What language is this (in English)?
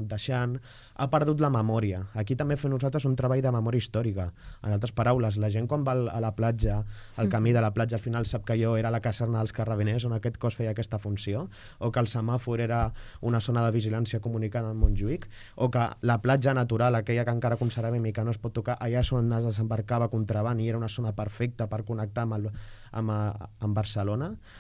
Catalan